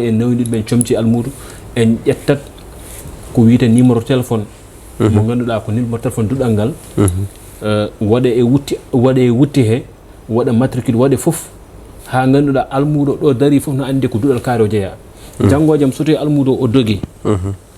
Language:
Fula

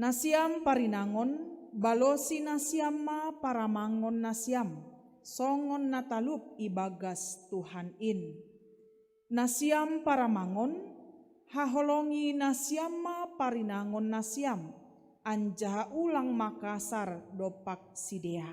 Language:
Batak Simalungun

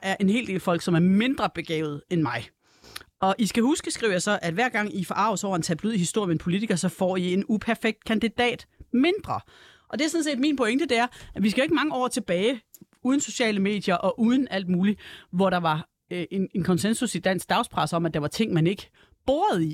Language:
Danish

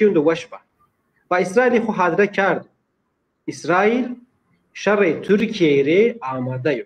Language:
Zaza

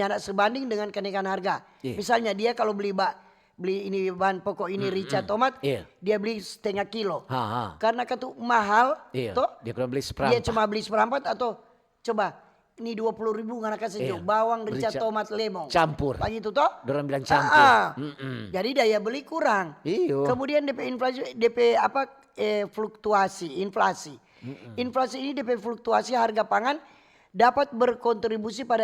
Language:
Manado Malay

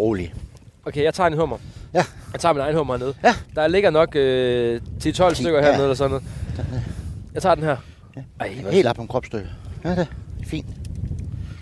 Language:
Danish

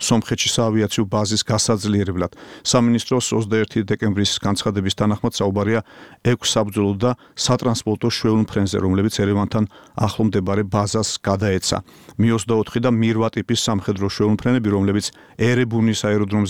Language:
Georgian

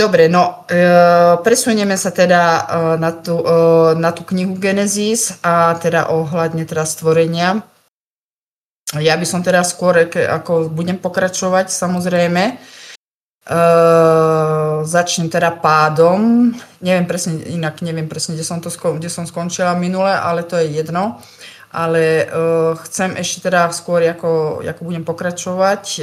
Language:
Slovak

